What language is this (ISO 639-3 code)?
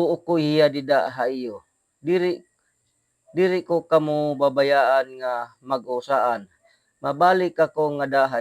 war